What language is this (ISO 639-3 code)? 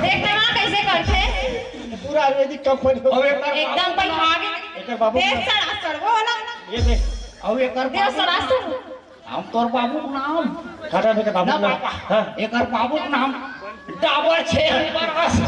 hne